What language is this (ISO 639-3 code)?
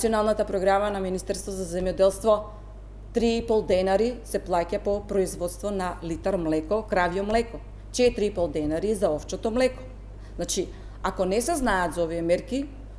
mkd